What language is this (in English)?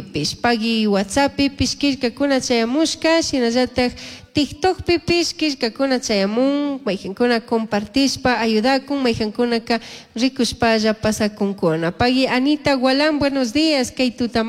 Chimborazo Highland Quichua